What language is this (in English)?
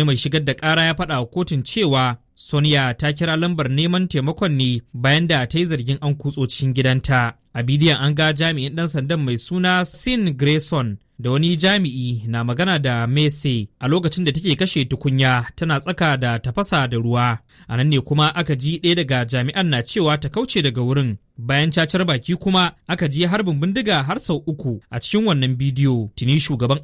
Hausa